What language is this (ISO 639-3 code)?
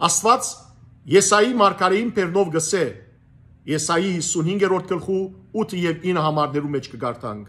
hyw